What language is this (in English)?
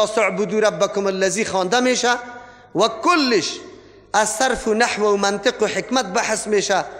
Persian